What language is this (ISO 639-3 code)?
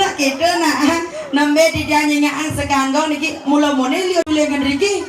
ban